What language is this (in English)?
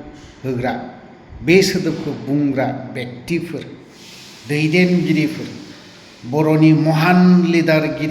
Bodo